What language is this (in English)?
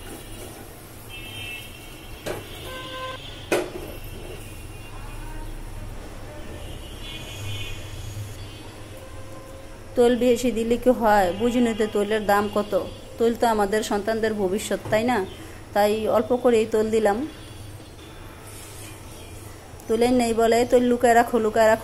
Bangla